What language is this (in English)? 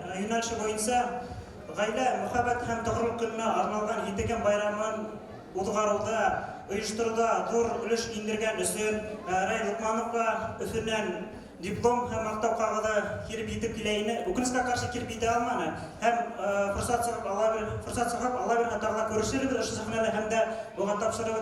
Bashkir